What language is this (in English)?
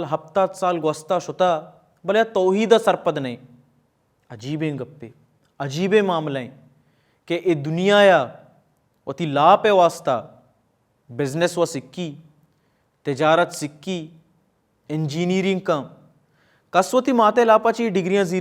Baluchi